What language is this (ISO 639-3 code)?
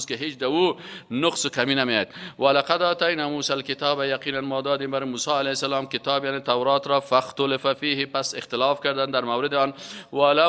fas